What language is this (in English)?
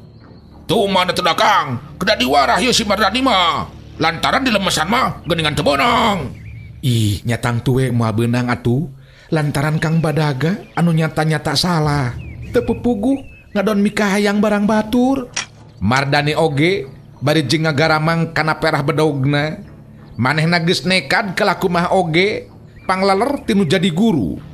Sundanese